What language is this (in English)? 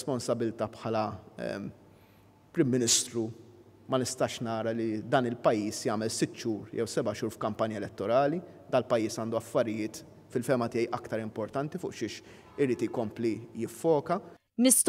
Maltese